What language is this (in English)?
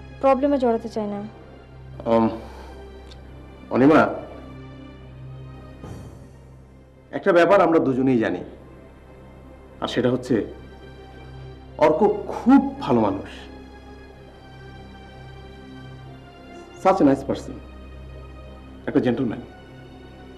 Bangla